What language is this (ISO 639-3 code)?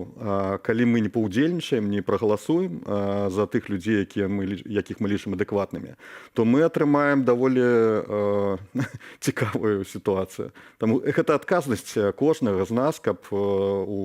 bel